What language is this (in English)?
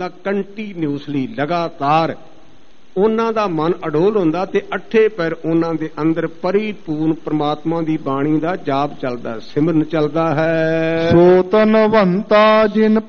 Punjabi